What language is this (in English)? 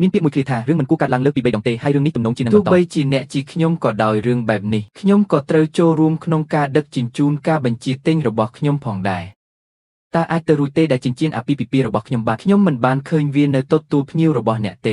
Khmer